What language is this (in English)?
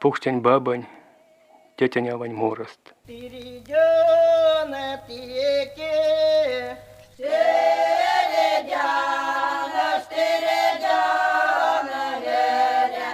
Erzya